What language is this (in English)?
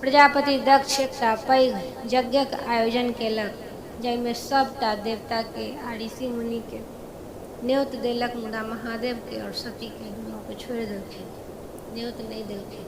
Maithili